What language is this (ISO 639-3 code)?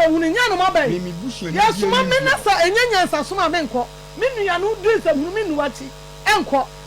aka